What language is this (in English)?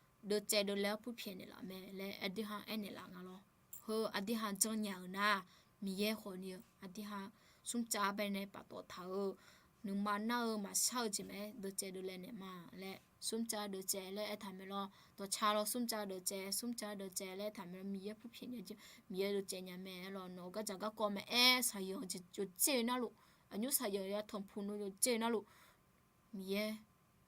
Akha